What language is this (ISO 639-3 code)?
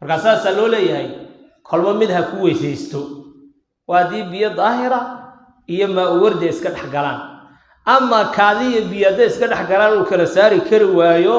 som